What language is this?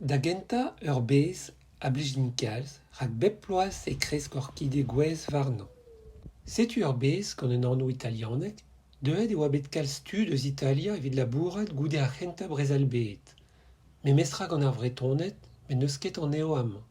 Breton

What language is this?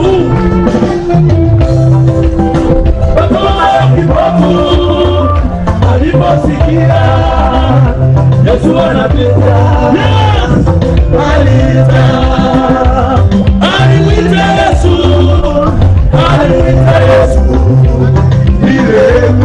Swahili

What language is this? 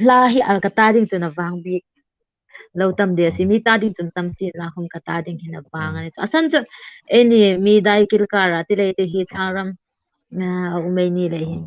Hmar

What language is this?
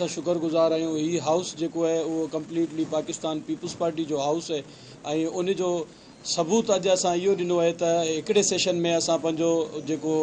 Sindhi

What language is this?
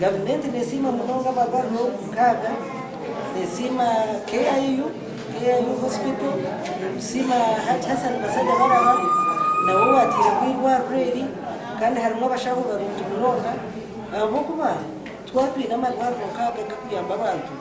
Nyankole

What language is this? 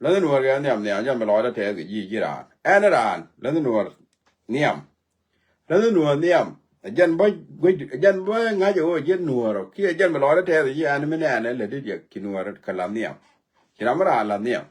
Nuer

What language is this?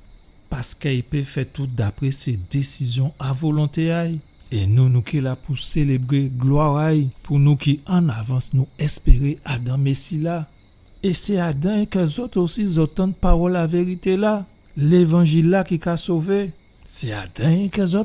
Guadeloupean Creole French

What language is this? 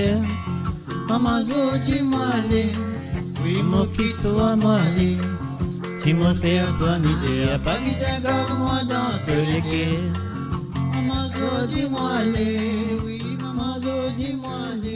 Morisyen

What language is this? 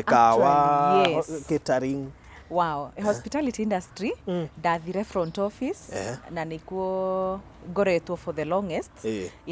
Kikuyu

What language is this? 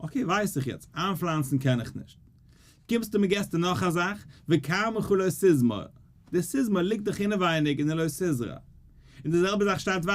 Yiddish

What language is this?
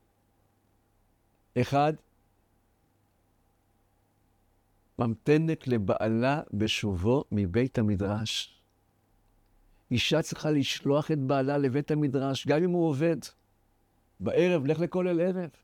Hebrew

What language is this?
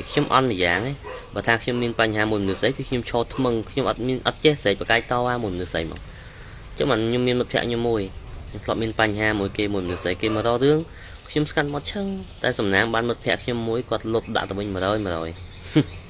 Khmer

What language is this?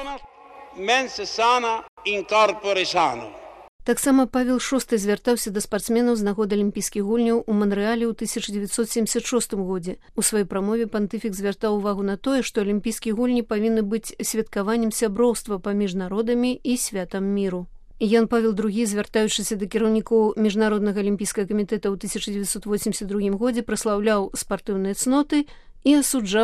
Belarusian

